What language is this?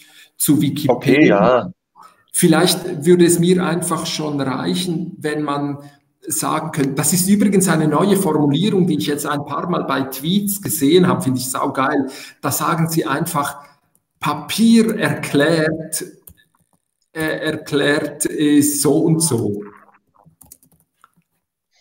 German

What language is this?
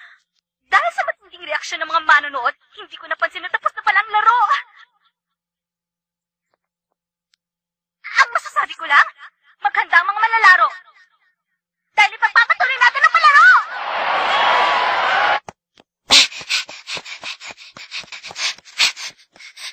Filipino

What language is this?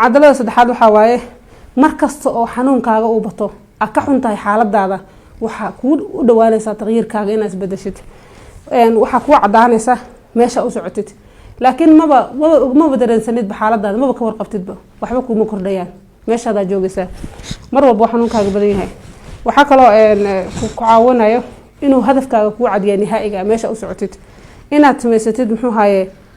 Somali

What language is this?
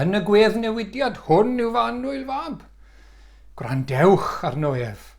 Welsh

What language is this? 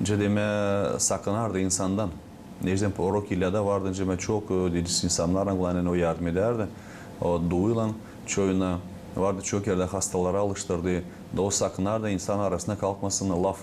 Gagauz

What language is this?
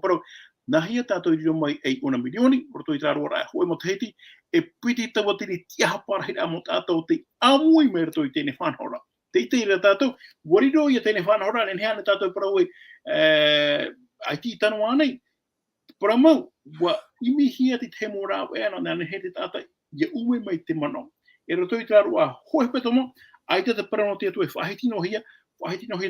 Tahitian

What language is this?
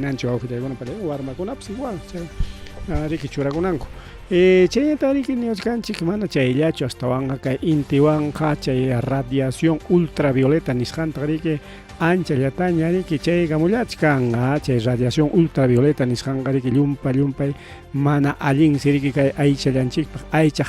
Ayacucho Quechua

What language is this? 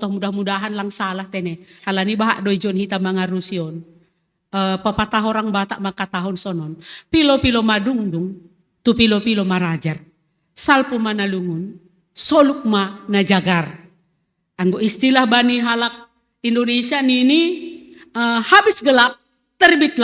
Batak Simalungun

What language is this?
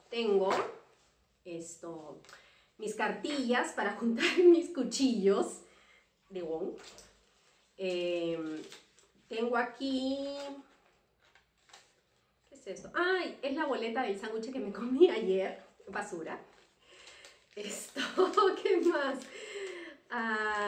Spanish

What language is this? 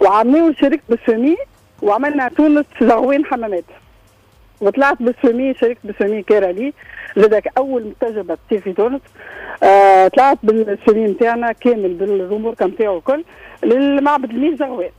Tunisian Arabic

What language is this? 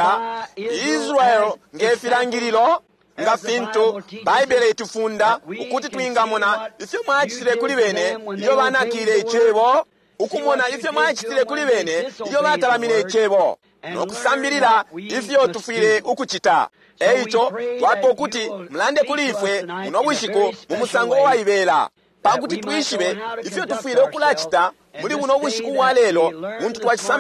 Bemba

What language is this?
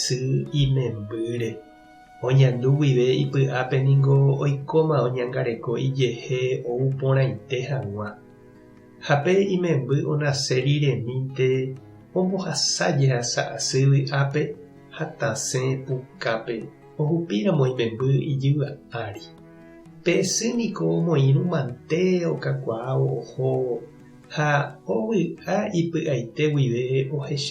Guarani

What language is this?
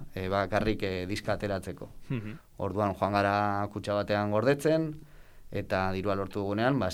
Basque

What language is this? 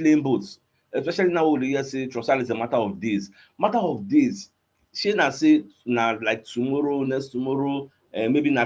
Nigerian Pidgin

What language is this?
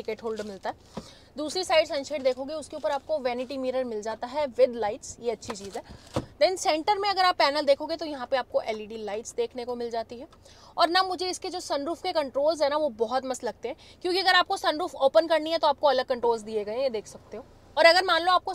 Hindi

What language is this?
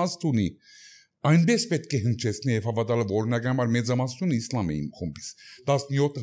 Armenian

